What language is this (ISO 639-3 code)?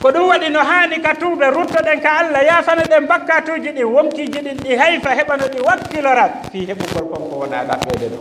ful